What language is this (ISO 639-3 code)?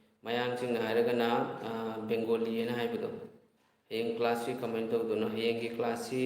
mni